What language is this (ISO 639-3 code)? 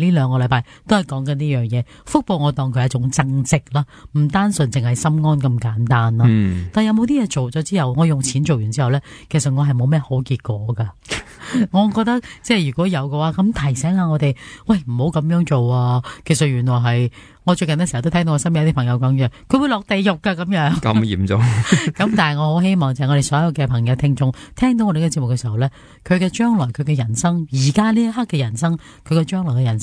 yue